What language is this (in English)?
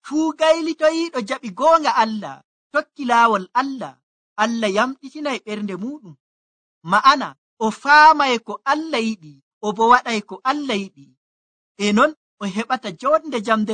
Nigerian Fulfulde